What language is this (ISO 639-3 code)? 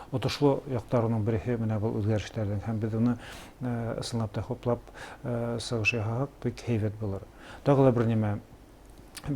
bak